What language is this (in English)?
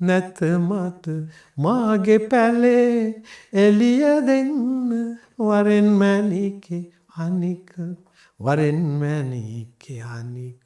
Sinhala